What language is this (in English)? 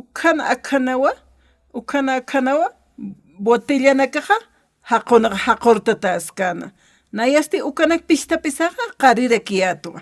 Aymara